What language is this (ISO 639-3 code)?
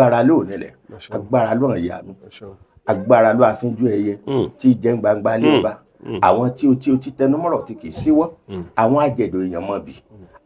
yor